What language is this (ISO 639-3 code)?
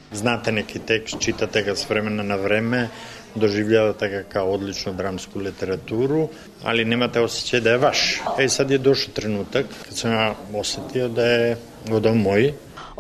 srp